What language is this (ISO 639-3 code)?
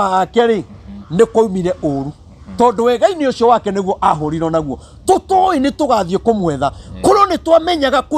kik